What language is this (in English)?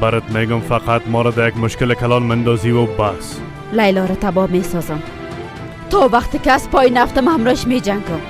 Persian